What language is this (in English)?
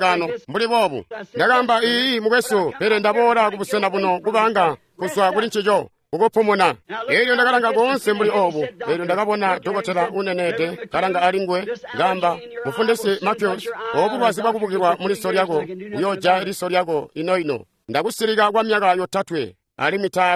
Tonga (Zambia)